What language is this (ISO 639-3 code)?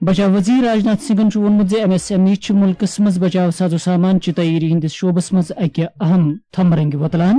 kas